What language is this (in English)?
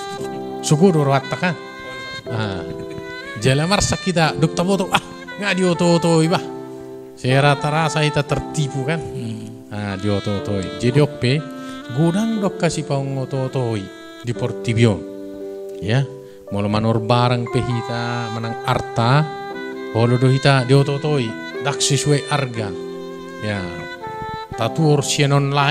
Batak Toba